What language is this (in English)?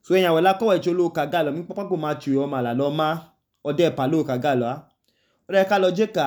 Idoma